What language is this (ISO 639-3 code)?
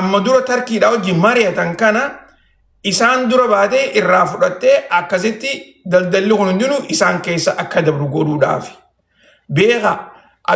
orm